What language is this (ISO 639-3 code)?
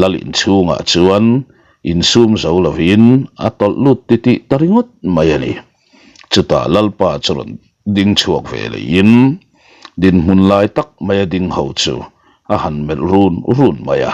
lus